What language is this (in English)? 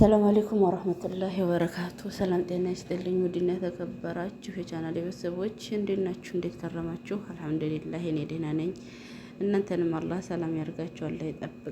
Amharic